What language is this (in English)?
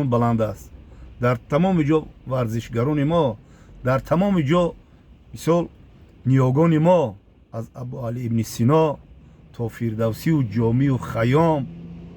Tajik